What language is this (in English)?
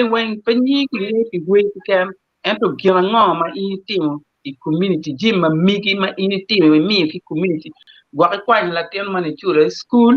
Acoli